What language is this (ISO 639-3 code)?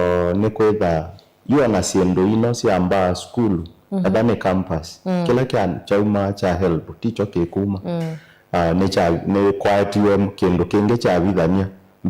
kam